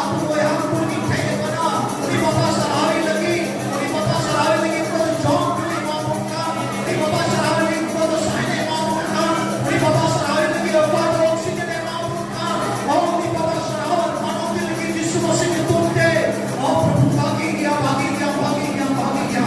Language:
Santali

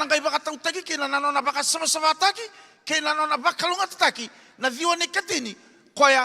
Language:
Fijian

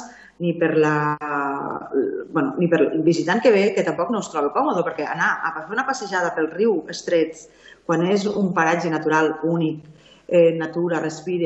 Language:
Catalan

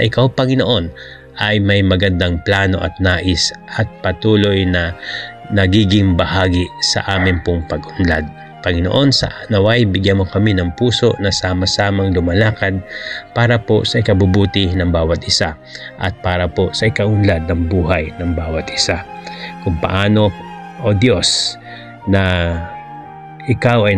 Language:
Filipino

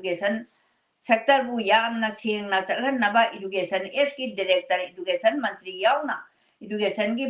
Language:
Manipuri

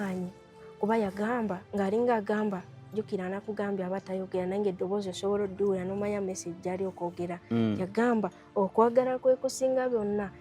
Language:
Ganda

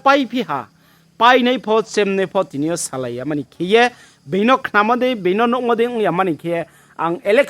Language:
Riang (India)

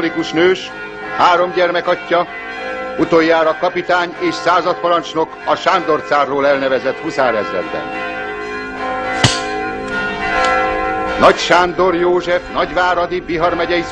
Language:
Hungarian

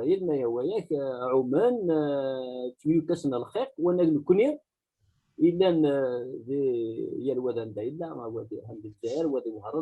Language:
Kabyle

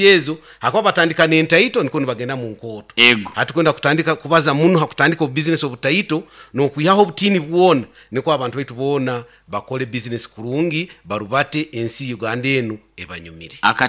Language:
Nyoro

